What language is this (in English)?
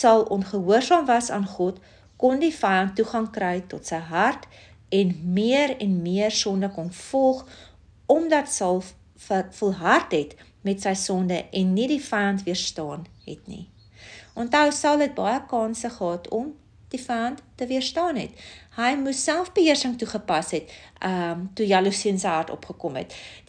Afrikaans